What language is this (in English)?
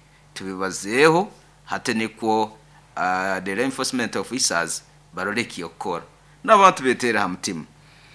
Nyoro